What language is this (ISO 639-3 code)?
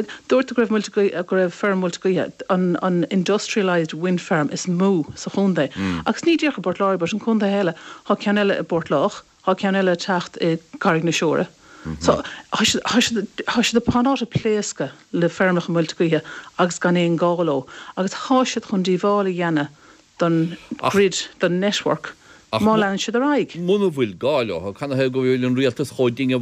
gle